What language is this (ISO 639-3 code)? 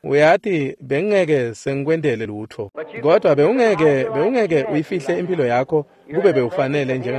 ssw